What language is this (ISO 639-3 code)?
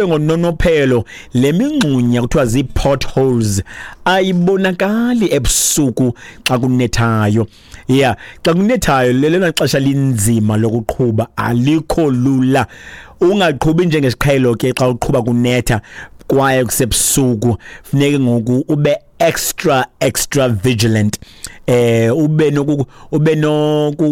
xho